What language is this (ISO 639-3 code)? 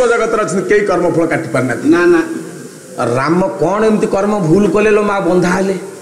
ori